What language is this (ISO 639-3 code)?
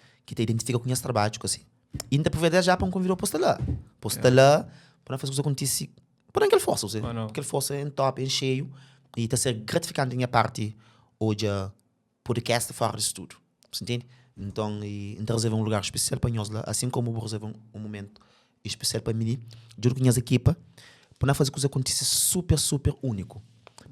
kea